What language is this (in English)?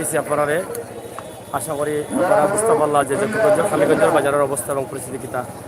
Sylheti